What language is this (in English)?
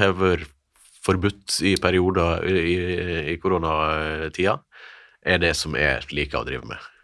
Norwegian